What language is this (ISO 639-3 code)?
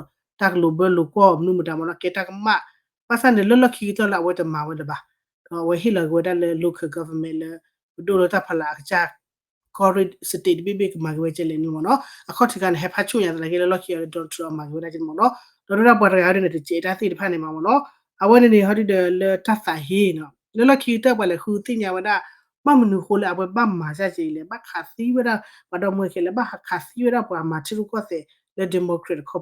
ksw